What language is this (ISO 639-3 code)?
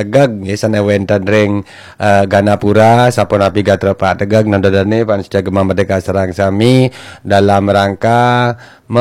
ban